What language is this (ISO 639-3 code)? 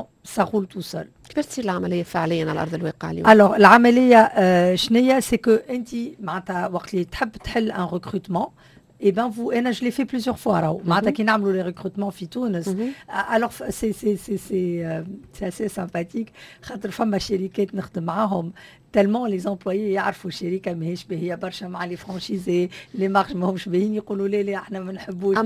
aeb